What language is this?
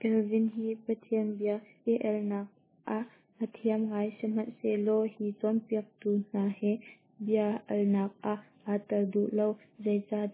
Hakha Chin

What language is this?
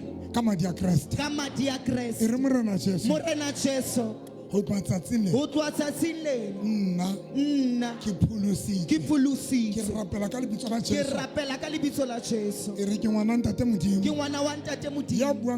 Southern Sotho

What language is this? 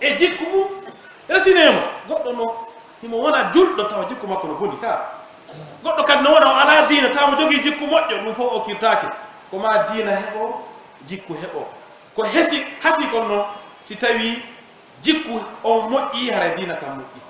Pular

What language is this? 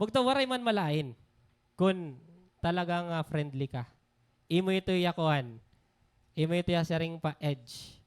Waray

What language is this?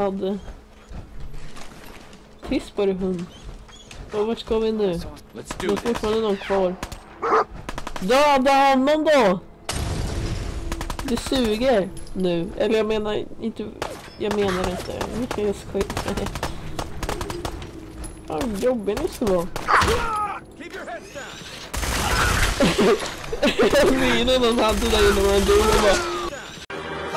Swedish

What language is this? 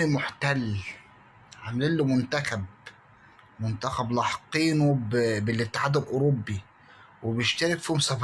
Egyptian Arabic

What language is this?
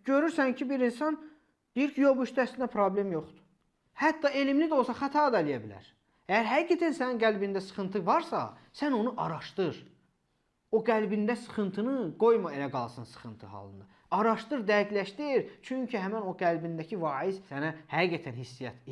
Azerbaijani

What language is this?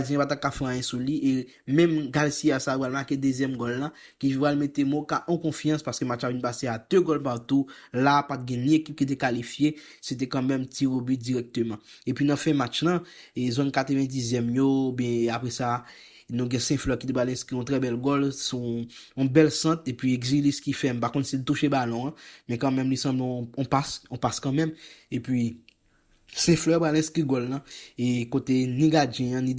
Haitian Creole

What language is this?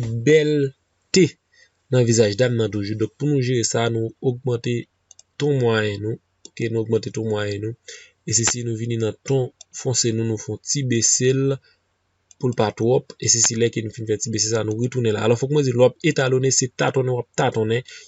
Haitian Creole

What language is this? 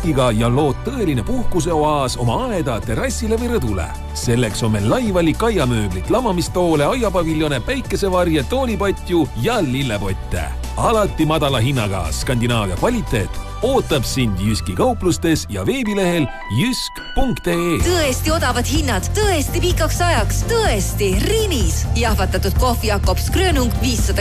Estonian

